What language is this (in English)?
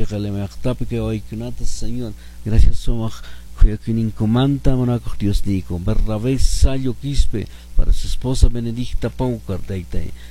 Quechua